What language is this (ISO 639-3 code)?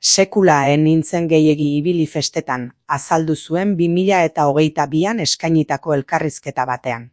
eus